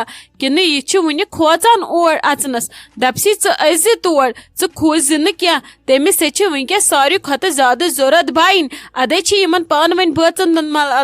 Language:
Kashmiri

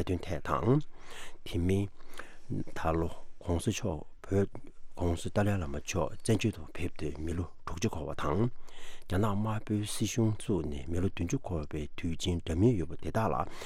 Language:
Tibetan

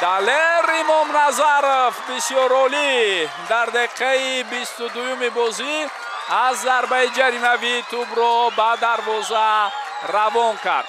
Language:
Tajik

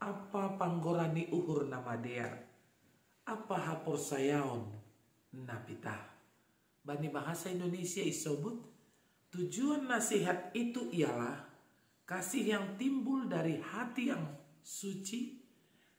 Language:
Batak Simalungun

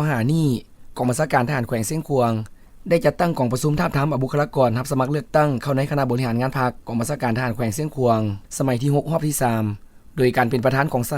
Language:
Lao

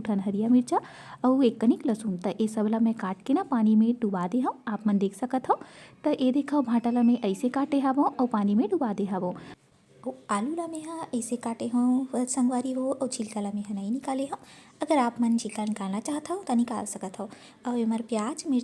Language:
Chhattisgarhi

